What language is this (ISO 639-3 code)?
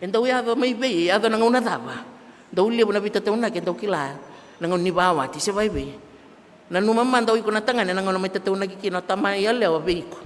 fij